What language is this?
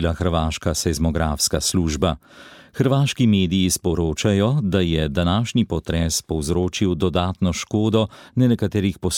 Slovenian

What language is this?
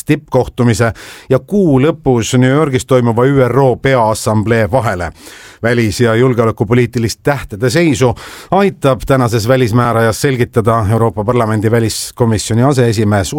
Estonian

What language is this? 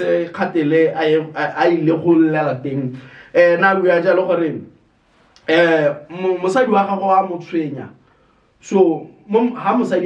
Tswana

